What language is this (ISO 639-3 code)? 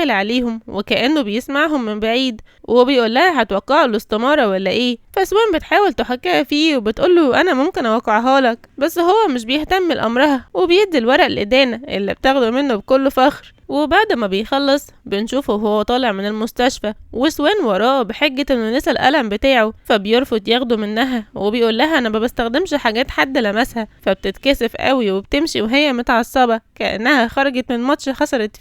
arz